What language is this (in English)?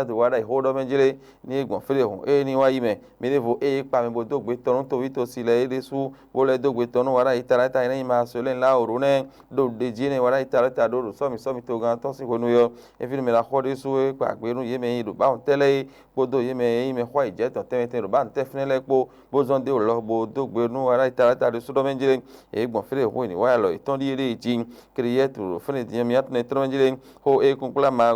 Fon